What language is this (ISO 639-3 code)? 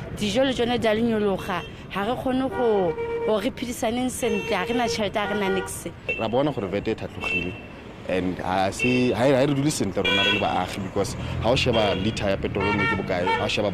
sot